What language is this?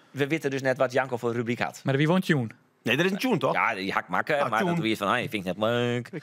Western Frisian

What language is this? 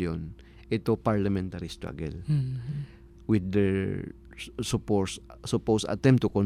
Filipino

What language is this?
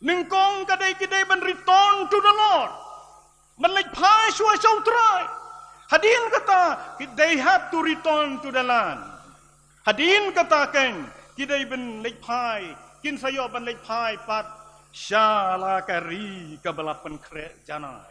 Khasi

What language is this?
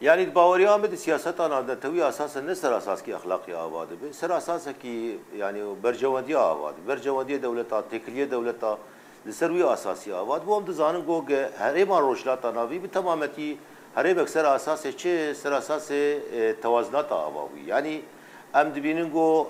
Kurdish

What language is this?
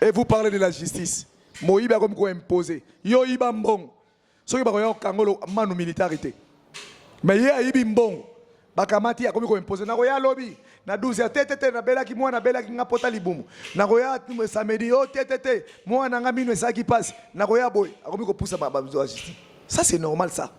Lingala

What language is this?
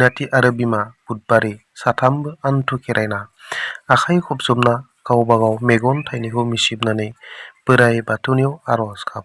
Bodo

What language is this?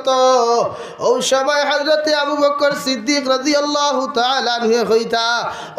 Sylheti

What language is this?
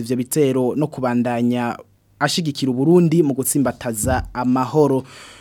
Rundi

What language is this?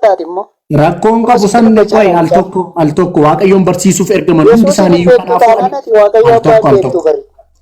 Oromo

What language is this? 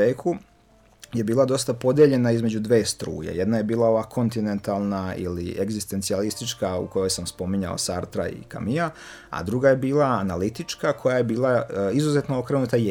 Serbian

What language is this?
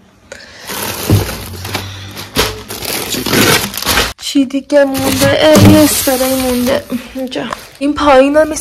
Persian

